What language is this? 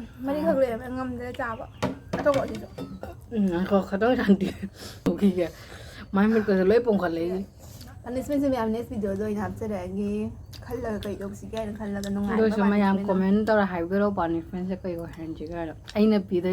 Manipuri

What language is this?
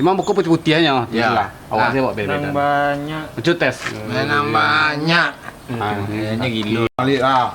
Minangkabau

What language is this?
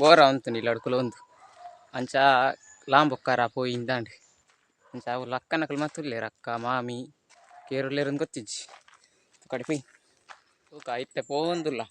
Tulu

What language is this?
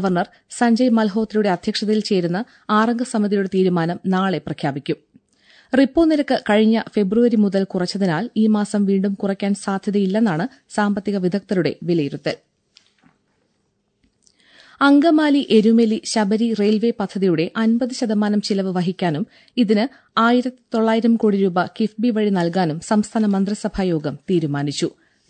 Malayalam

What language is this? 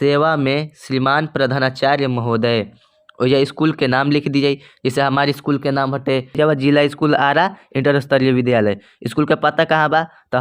Bhojpuri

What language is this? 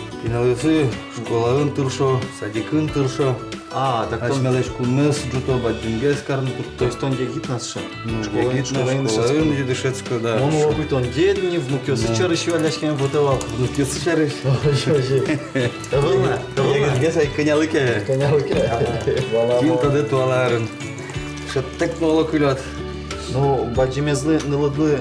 Udmurt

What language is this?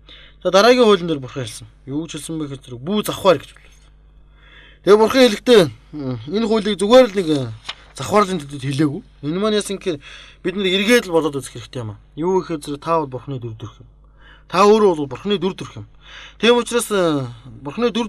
Mongolian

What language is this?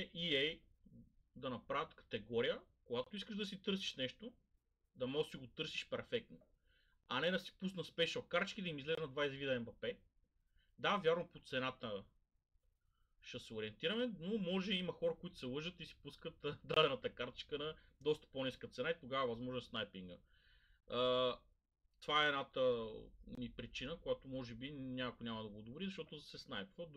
Bulgarian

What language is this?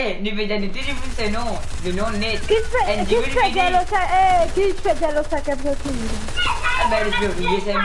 Morisyen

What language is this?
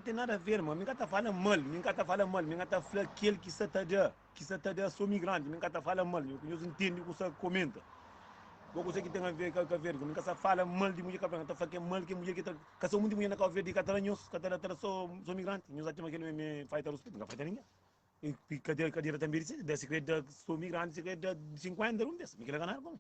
Kabuverdianu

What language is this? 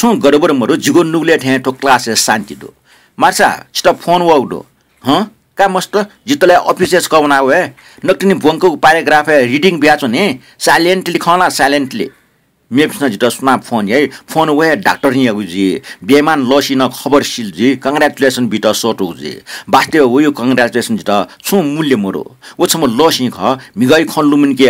Newari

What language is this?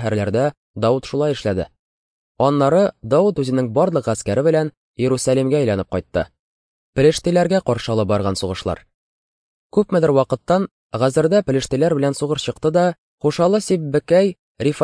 Tatar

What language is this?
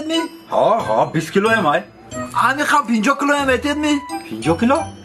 Tajik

